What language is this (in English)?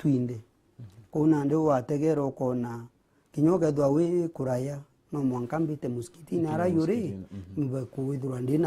Meru